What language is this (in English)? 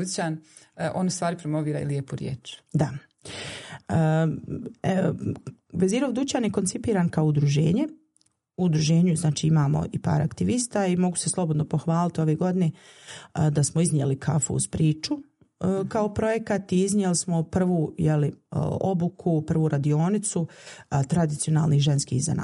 Bosnian